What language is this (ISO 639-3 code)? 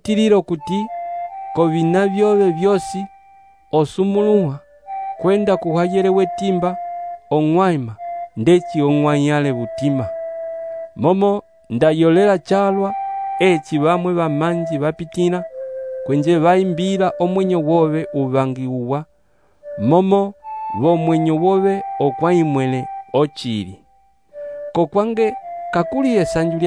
umb